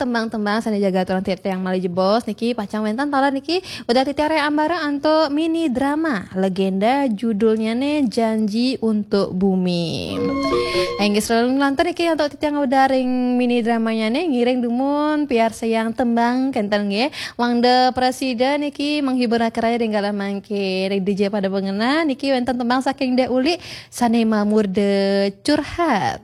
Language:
Balinese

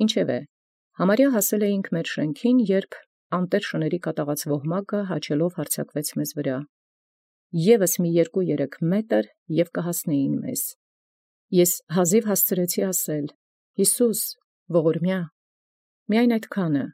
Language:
Armenian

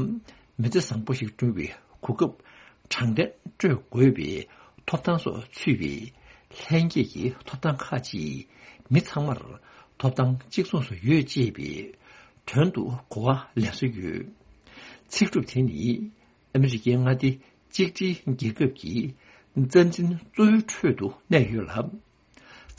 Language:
Tibetan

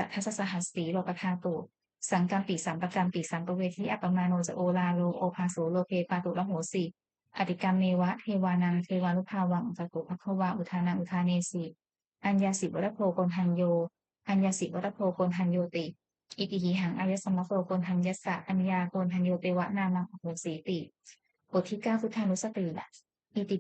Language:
Pali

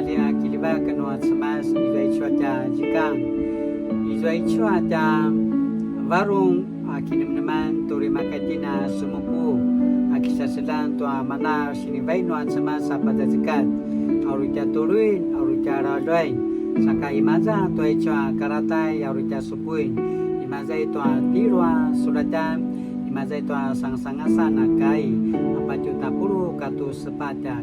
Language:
Paiwan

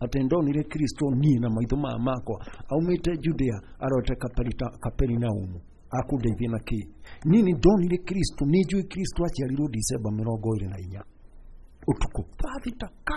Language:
Kikuyu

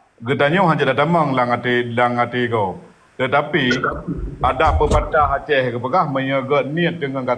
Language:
Achinese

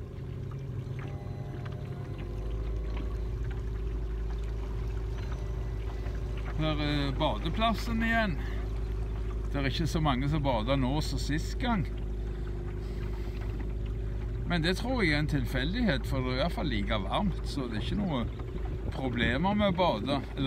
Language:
Norwegian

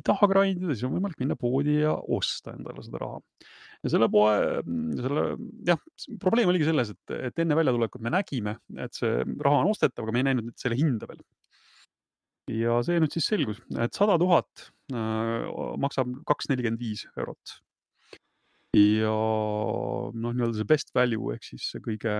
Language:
Estonian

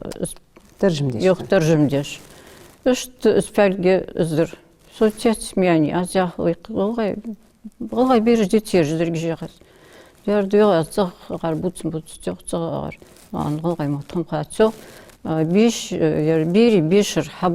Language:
Ingush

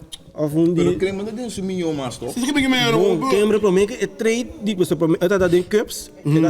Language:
Papiamento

